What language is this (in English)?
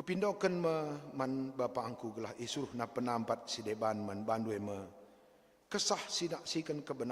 Batak Karo